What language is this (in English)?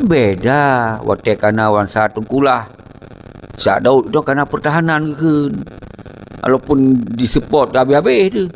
Achinese